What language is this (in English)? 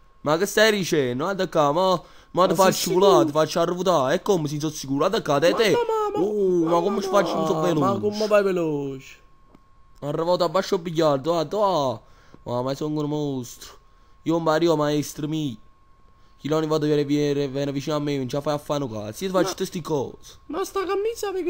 Neapolitan